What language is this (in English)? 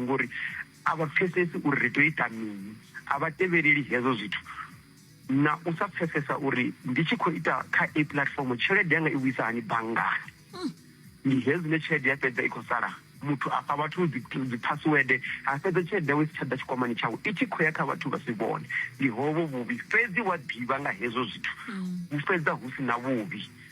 Venda